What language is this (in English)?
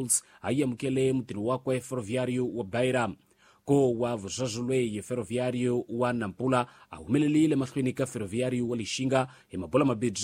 Tsonga